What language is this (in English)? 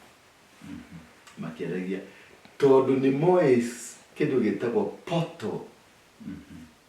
Kikuyu